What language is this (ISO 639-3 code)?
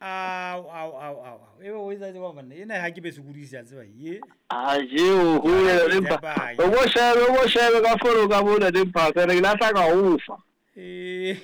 sot